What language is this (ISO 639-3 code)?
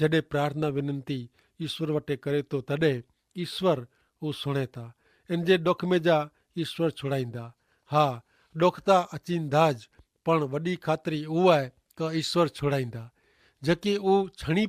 kfr